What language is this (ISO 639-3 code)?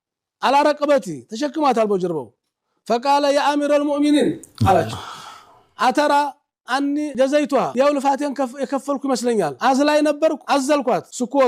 amh